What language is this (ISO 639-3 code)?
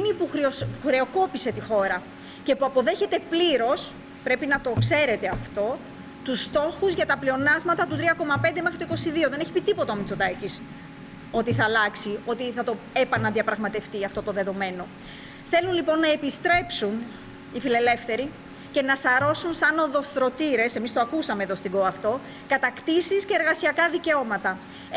ell